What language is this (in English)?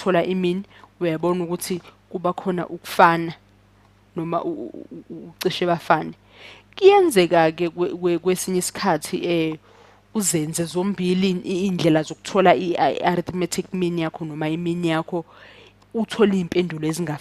Zulu